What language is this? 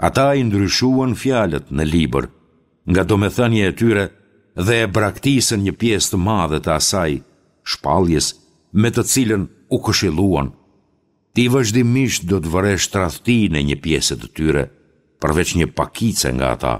Albanian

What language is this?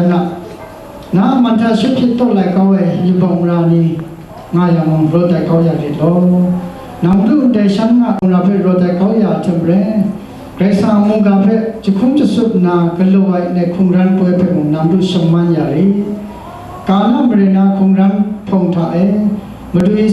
Kachin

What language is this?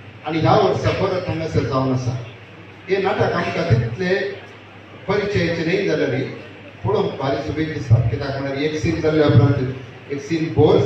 Konkani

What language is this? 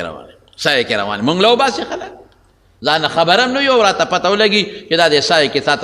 Pashto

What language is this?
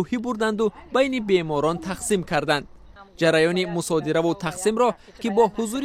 Tajik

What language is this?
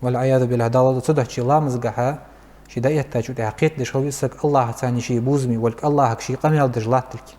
Ingush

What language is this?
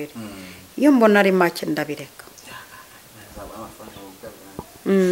Kinyarwanda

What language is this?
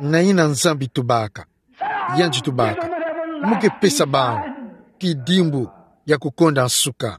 Kituba (Democratic Republic of Congo)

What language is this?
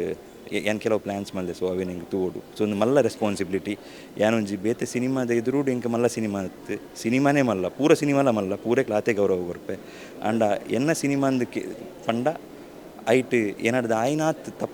Tulu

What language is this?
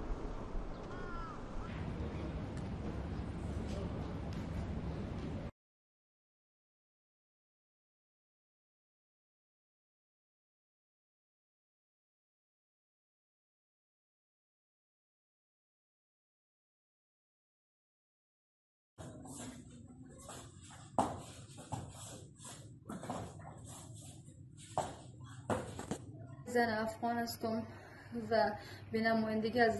Persian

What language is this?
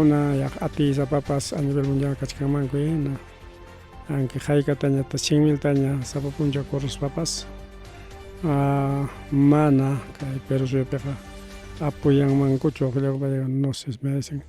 Ayacucho Quechua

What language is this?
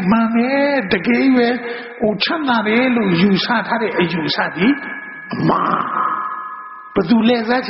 Burmese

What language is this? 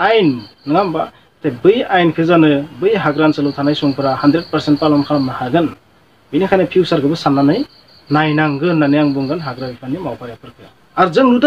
Bodo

